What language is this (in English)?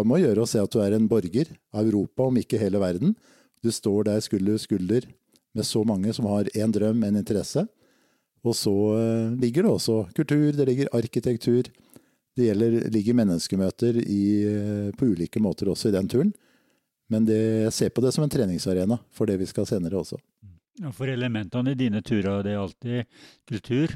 Norwegian